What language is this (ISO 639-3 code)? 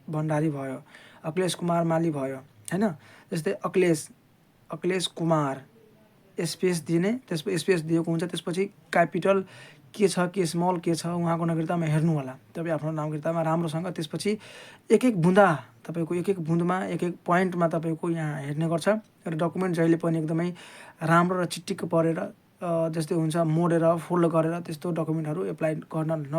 nep